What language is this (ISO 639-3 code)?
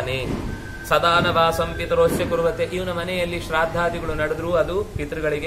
kan